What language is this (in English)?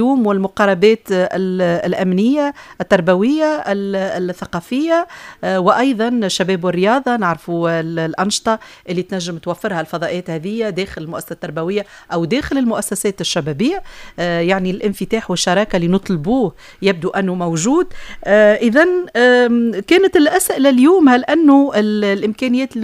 Tunisian Arabic